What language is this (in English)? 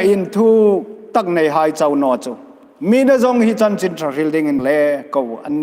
Hmar